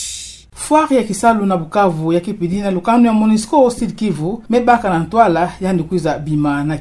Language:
Kituba (Democratic Republic of Congo)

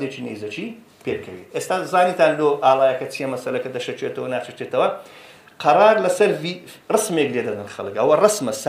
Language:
Central Kurdish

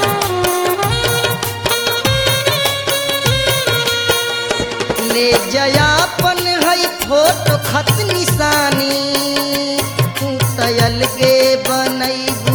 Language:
Bhojpuri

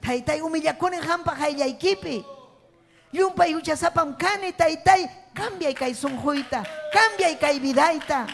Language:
Ayacucho Quechua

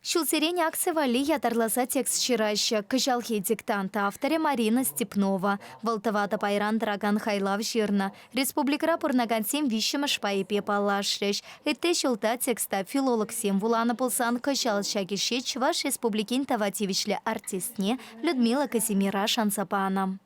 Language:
Chuvash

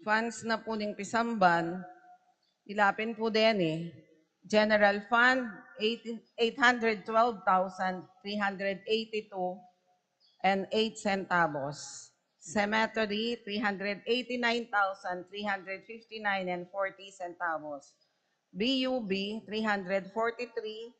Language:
Pampanga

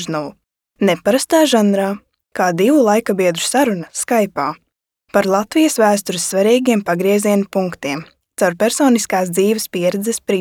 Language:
Latvian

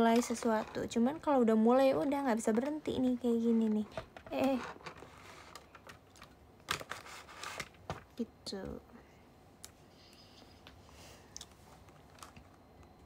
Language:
Indonesian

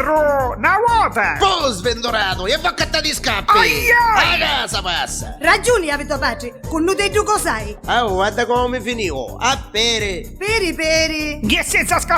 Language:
Neapolitan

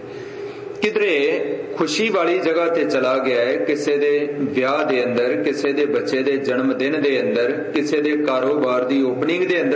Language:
Punjabi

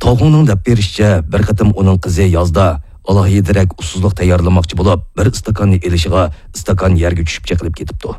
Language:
Uyghur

